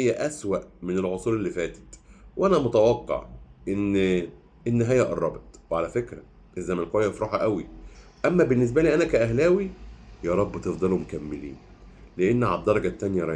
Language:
Egyptian Arabic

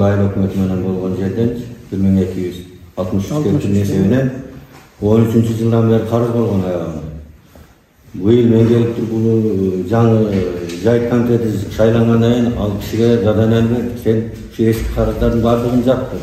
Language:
Kyrgyz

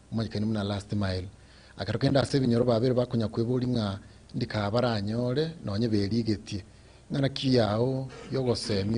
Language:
Gusii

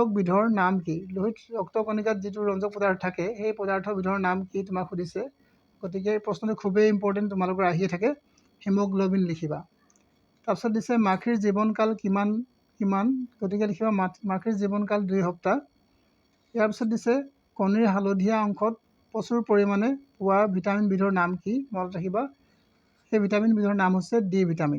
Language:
Assamese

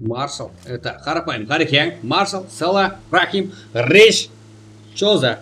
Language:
Kara-Kalpak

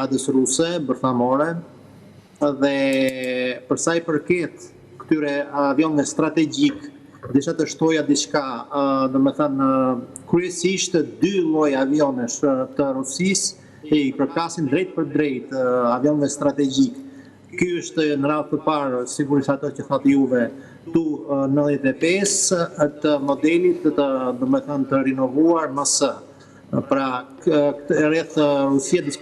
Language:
Albanian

